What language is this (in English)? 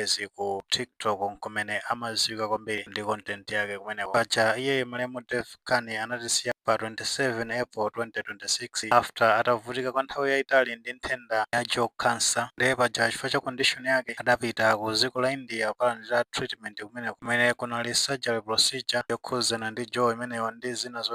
Nyanja